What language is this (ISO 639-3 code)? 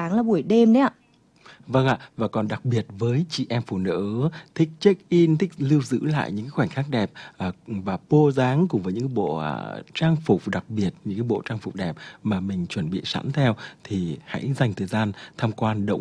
vie